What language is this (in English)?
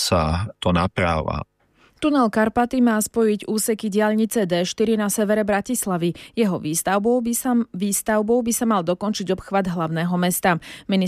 Slovak